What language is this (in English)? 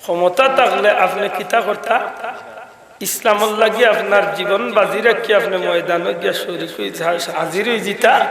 Sylheti